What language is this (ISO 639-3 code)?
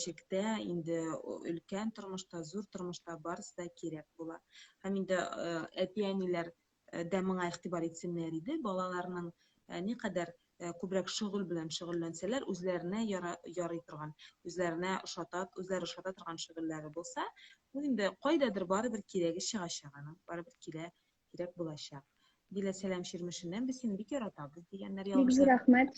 tat